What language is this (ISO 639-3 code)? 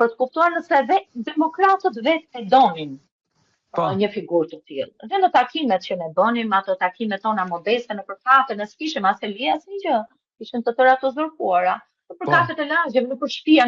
sqi